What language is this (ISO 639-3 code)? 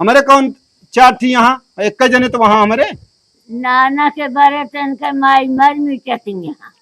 awa